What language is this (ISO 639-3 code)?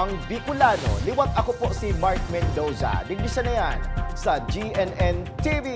bik